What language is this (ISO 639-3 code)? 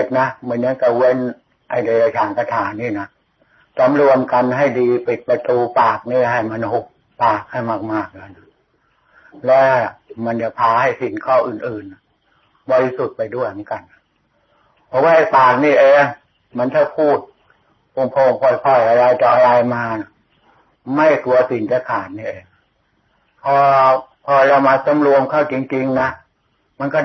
tha